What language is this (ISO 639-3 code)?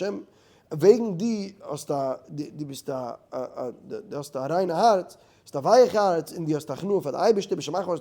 yid